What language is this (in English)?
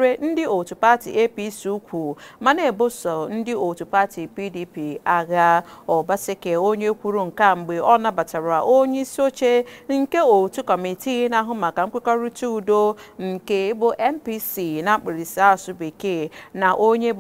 Igbo